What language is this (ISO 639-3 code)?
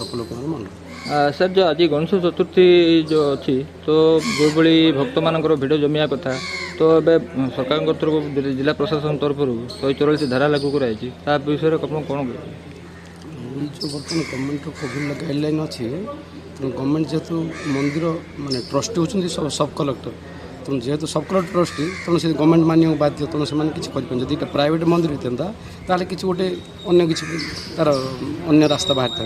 ori